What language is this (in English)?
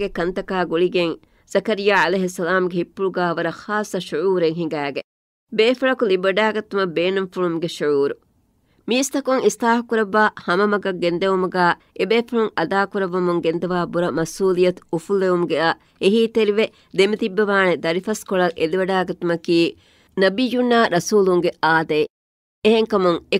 Divehi